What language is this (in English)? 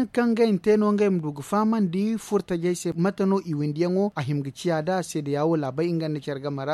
Zarma